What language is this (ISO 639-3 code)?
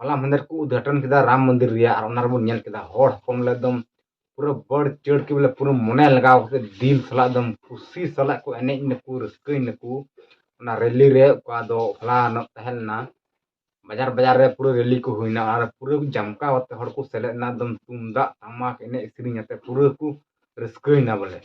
sat